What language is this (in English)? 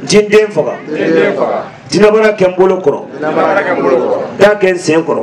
Bambara